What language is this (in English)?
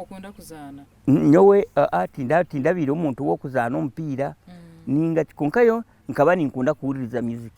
Nyankole